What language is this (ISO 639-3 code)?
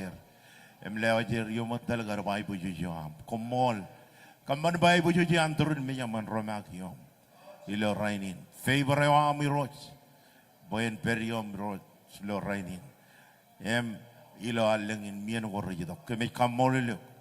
mah